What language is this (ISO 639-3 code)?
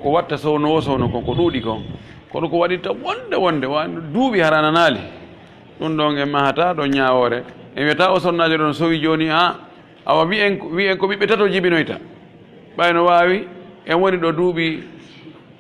fuf